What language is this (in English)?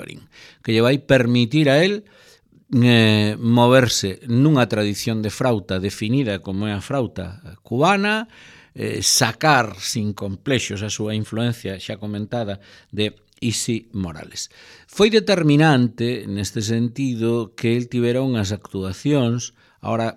Galician